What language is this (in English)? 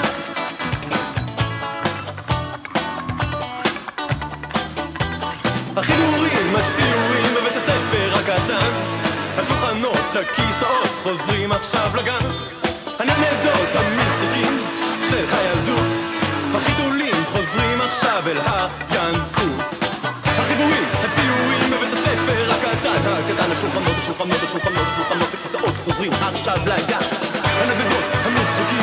Hebrew